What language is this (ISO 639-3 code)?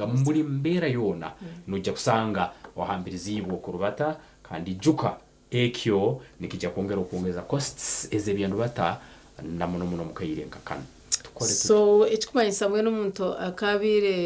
nyn